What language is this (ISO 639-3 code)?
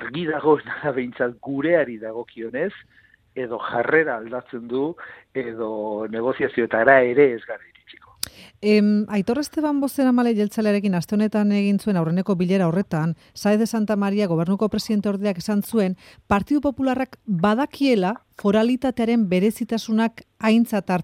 eus